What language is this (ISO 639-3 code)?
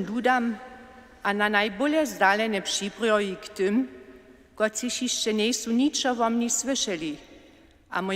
hsb